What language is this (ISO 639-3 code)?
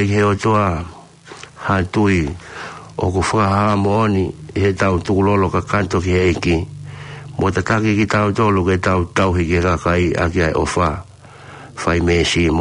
ton